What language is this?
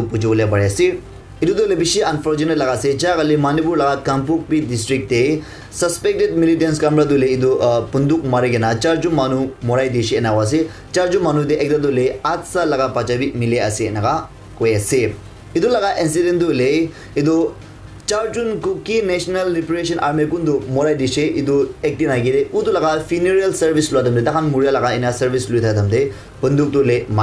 Naga Pidgin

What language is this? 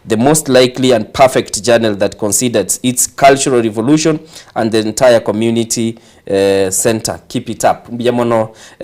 Gusii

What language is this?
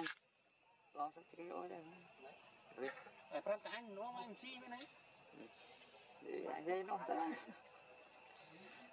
Vietnamese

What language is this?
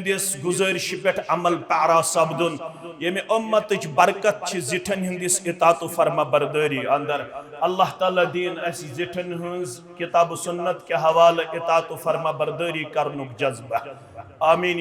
Kashmiri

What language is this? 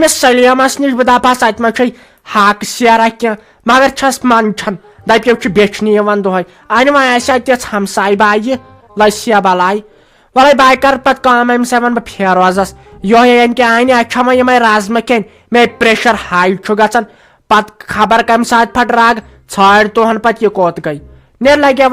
Kashmiri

